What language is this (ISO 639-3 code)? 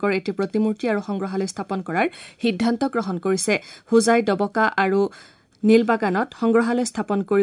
asm